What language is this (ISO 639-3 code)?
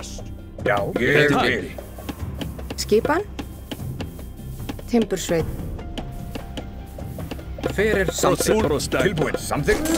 isl